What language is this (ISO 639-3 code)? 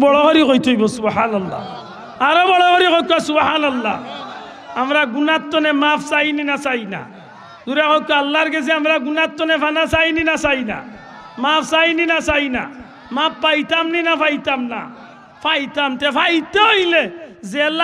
syl